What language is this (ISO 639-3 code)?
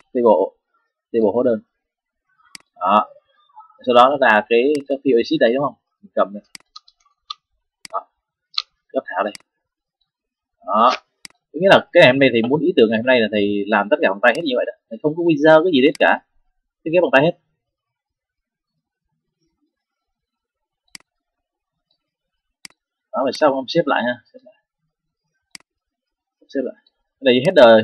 vie